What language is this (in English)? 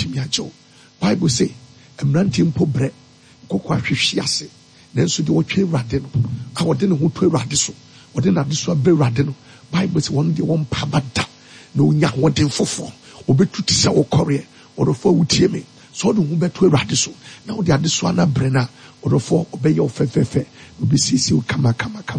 Akan